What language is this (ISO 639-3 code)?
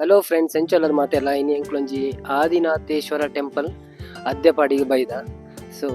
tcy